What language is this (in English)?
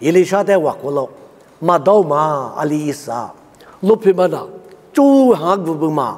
Lisu